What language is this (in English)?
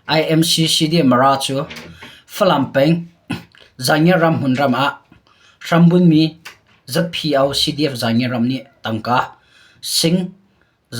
Hakha Chin